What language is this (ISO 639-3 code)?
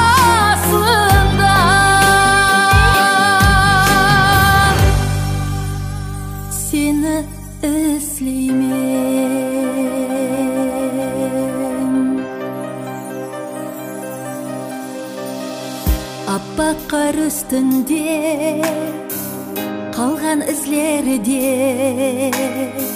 kaz